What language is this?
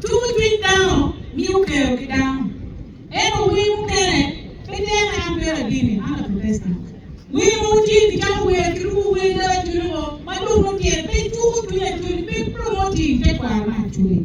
Acoli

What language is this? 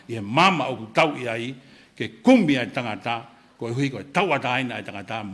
Tongan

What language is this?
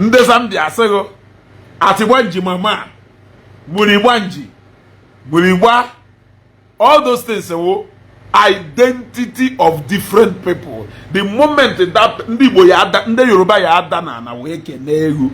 Igbo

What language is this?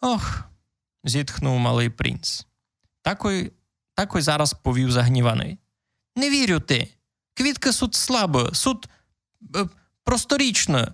Rusyn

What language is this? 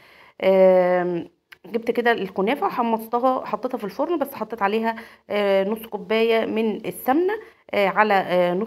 Egyptian Arabic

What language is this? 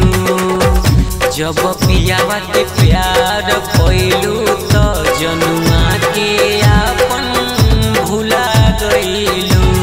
Bhojpuri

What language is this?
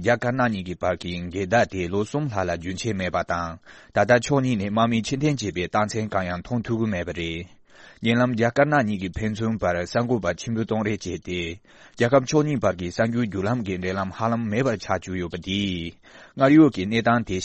Tibetan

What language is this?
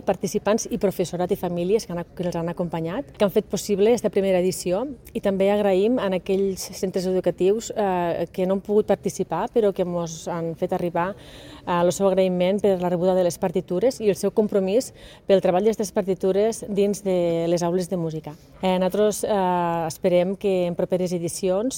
Catalan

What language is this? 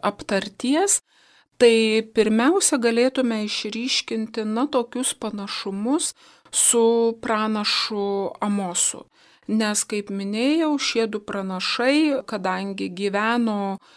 Lithuanian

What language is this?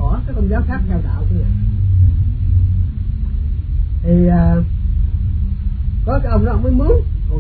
Vietnamese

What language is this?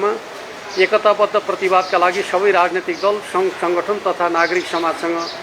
Nepali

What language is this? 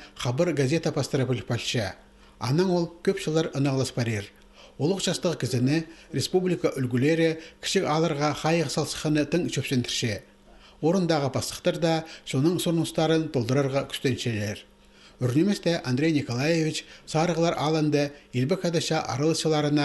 Khakas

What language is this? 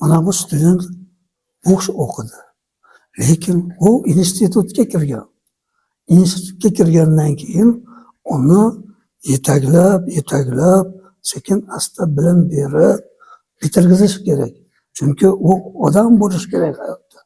Uzbek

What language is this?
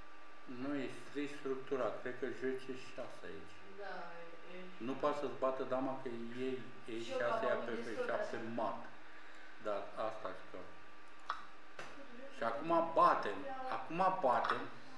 Romanian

